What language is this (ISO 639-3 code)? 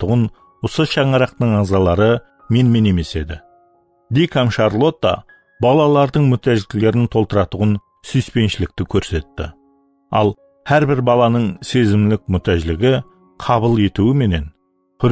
kaa